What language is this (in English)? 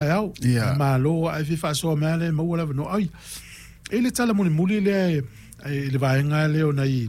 Samoan